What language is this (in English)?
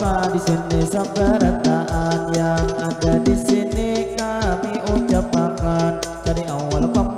Banjar